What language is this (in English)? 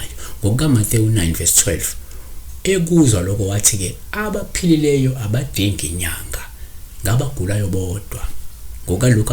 Zulu